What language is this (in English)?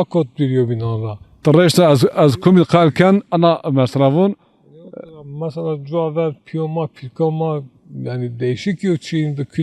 Zaza